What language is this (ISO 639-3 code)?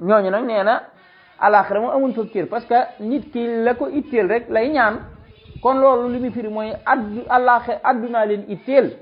wol